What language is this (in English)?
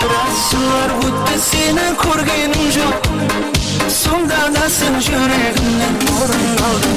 Kara-Kalpak